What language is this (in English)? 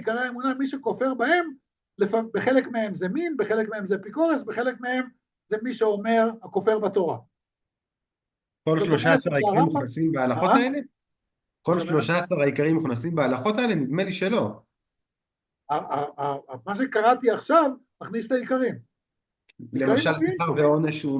Hebrew